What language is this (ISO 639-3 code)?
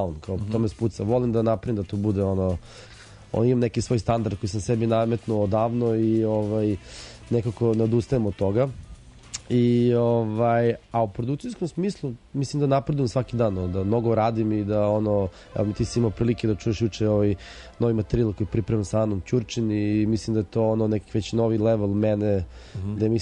srp